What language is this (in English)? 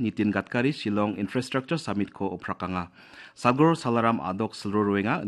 Garo